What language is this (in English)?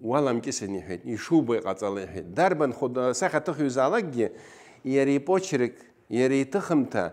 Abkhazian